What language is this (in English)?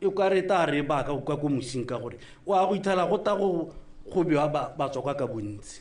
Tswana